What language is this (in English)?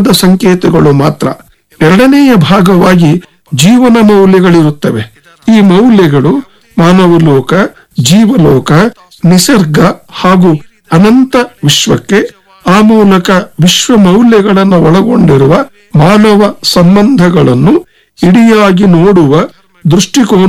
Kannada